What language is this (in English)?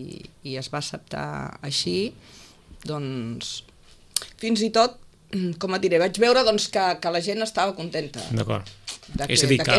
Catalan